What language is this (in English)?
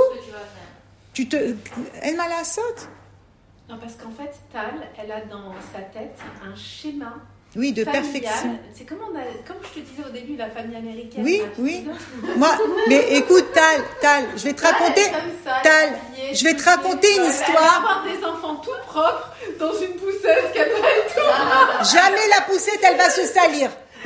French